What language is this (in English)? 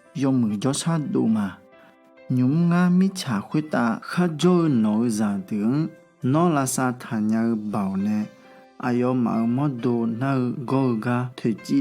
Akha